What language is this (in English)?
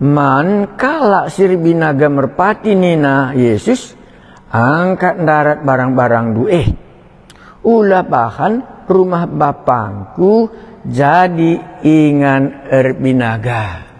Batak Karo